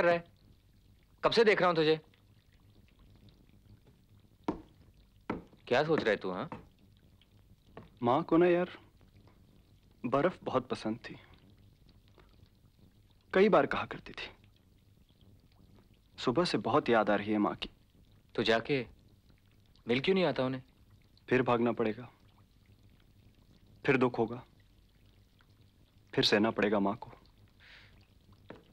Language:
Hindi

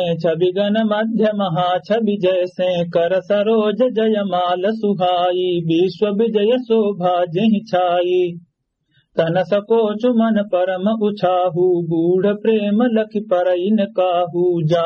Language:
Awadhi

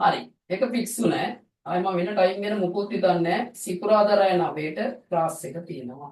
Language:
Sinhala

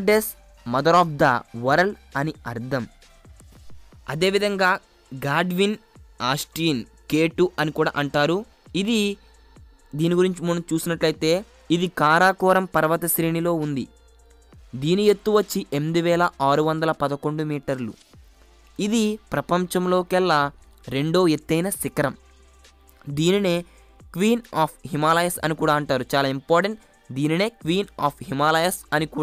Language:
Telugu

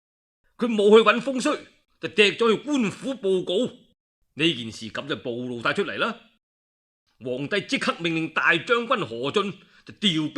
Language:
Cantonese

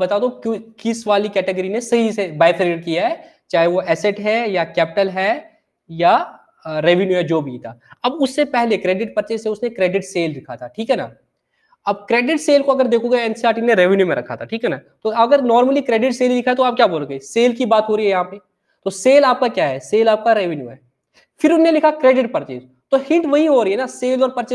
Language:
Hindi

